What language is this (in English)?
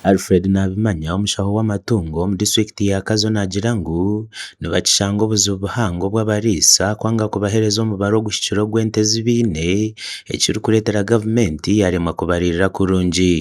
Nyankole